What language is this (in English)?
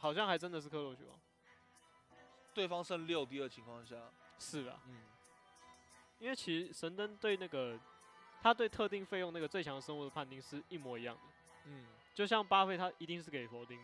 Chinese